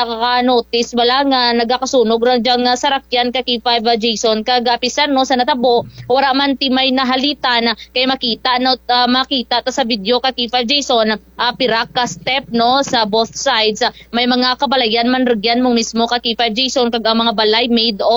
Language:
Kinaray-a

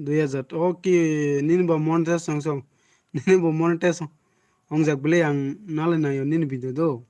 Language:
Kok Borok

